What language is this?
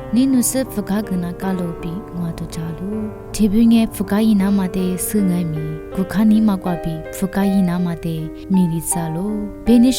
Lisu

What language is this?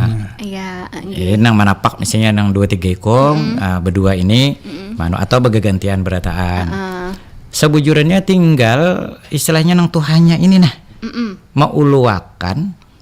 Banjar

